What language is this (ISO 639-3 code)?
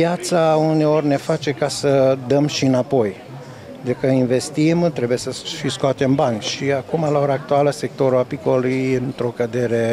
ron